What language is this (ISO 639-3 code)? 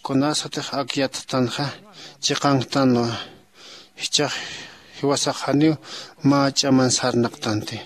aym